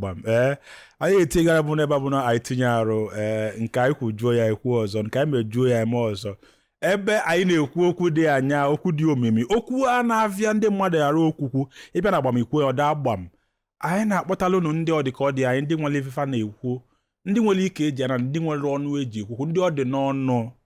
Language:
Igbo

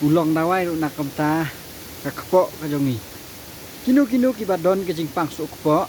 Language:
Khasi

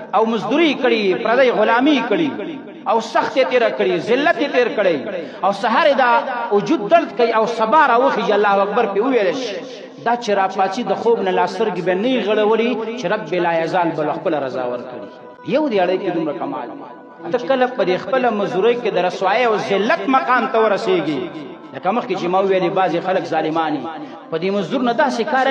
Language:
Pashto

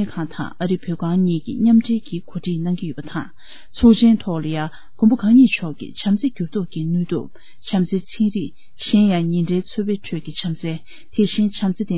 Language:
Tibetan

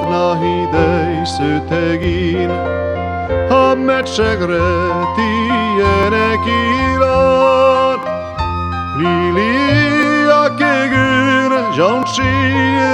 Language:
Basque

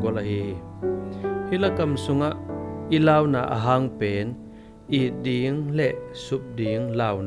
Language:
Tedim Chin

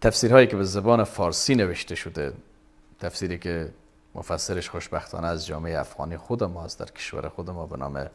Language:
Persian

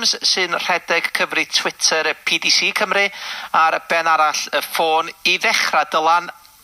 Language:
Welsh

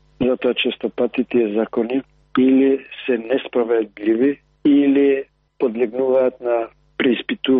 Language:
Macedonian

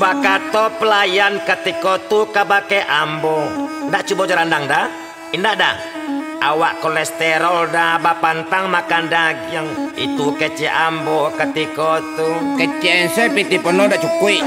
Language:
Minangkabau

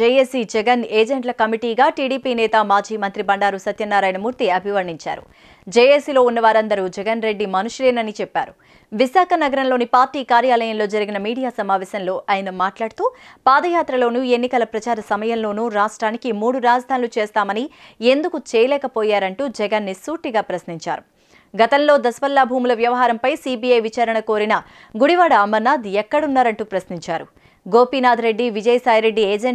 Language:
Telugu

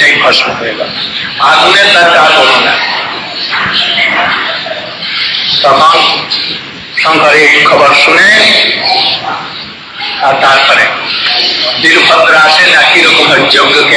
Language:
Bangla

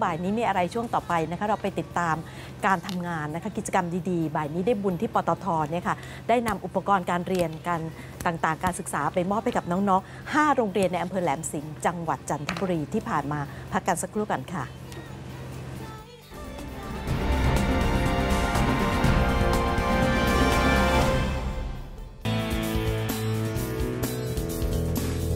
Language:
Thai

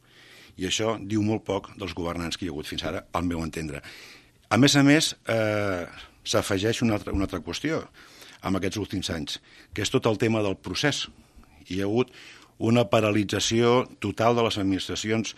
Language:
Catalan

